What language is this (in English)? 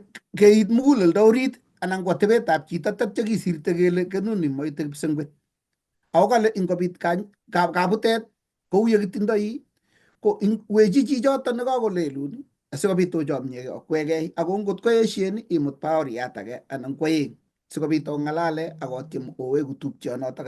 Kalenjin